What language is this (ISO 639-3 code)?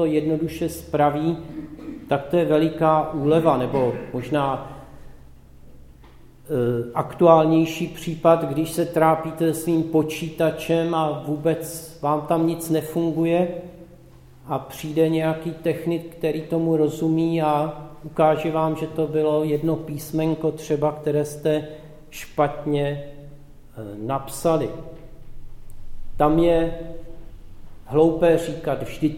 ces